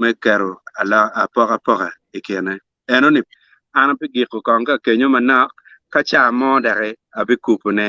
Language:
Acoli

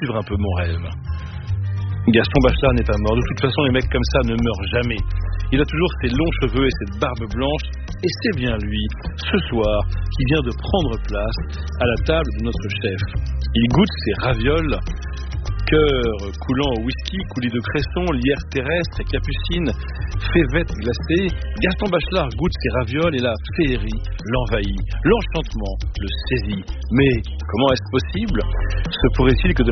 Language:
French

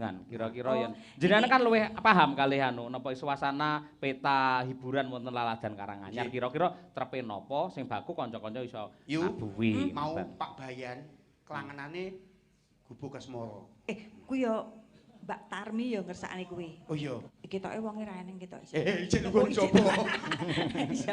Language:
Javanese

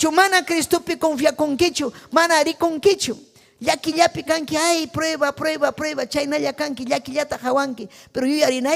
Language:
Ayacucho Quechua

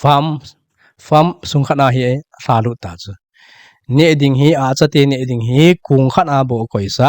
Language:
Thado Chin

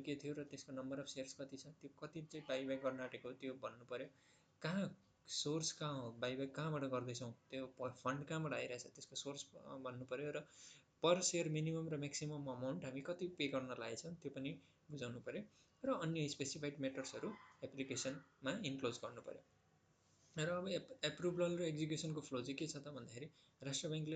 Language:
Nepali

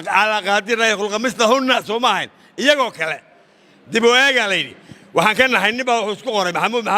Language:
Somali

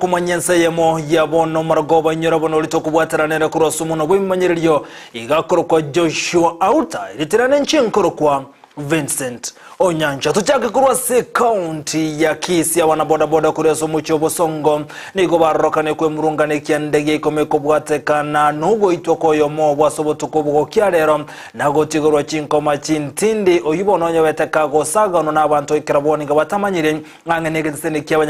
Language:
Gusii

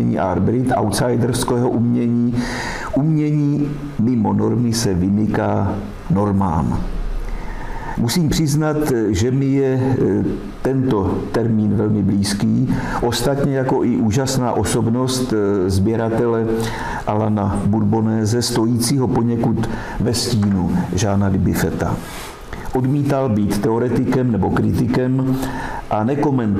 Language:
Czech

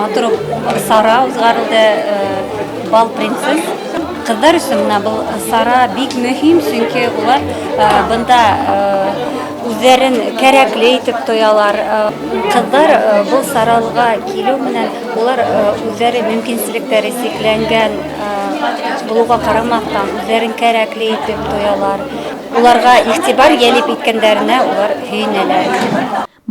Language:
Bashkir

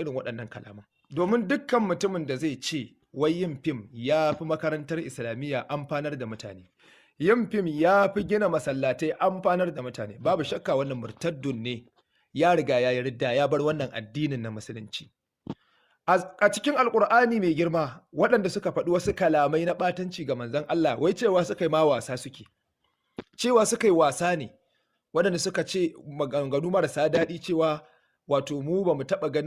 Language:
Hausa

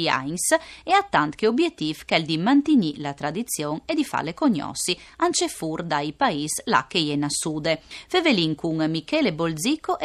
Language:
Friulian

